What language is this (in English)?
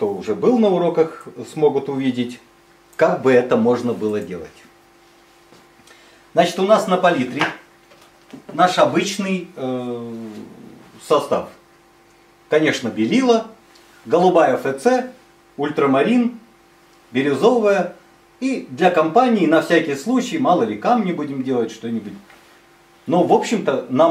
Russian